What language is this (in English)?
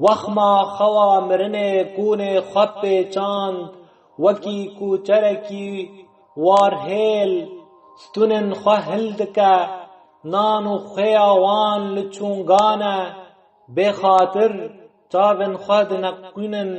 Kurdish